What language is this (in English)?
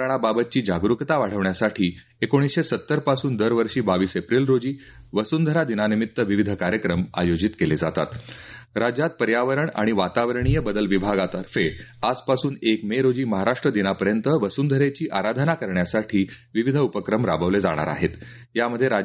Marathi